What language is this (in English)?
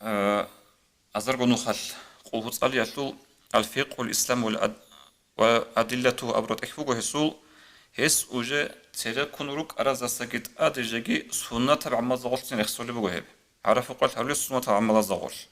Avaric